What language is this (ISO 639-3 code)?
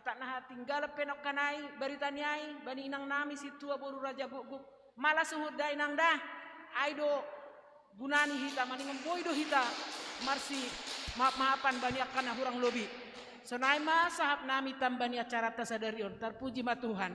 bts